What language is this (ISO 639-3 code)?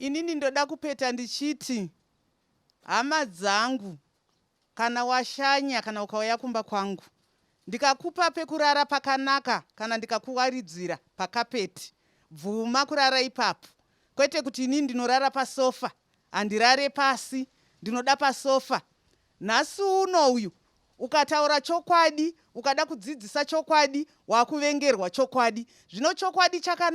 sna